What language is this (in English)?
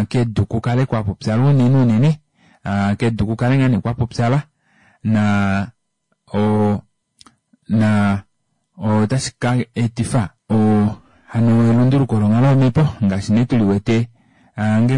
Kuanyama